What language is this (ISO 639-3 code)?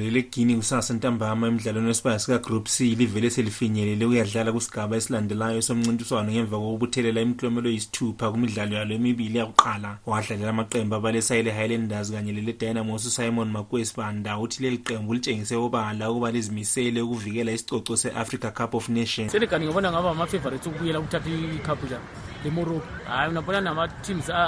nde